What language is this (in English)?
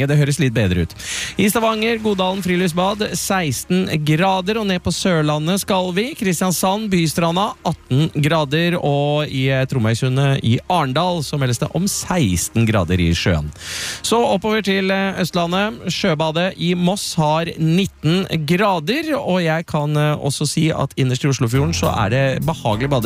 Norwegian